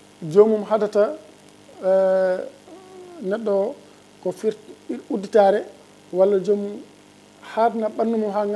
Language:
Fula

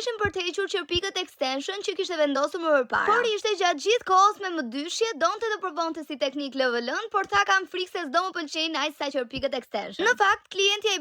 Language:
Albanian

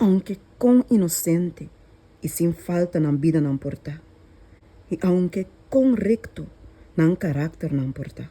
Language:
Papiamento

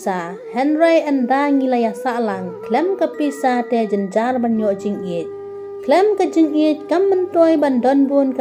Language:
Khasi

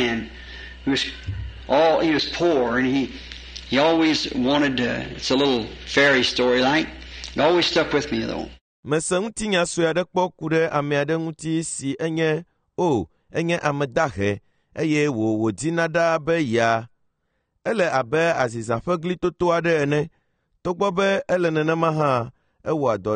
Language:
Ewe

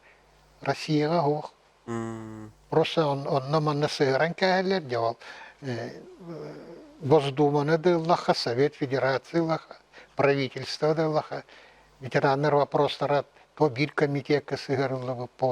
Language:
Yakut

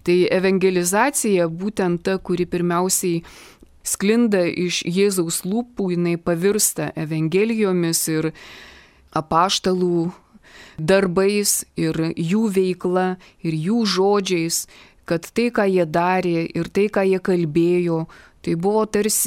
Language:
Lithuanian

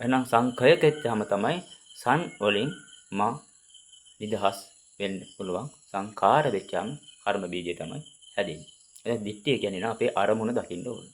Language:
Sinhala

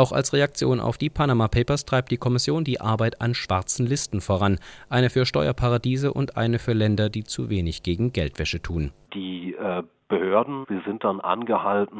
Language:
German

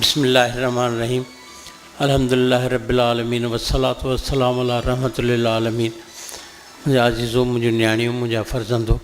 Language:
Sindhi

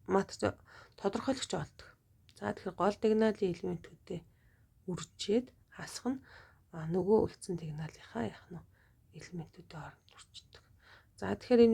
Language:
Mongolian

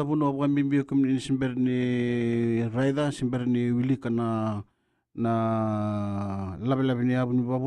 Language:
Fijian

